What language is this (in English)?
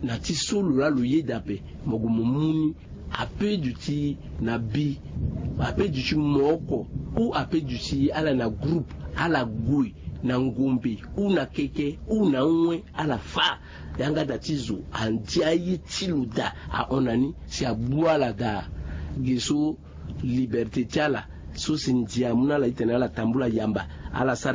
Sango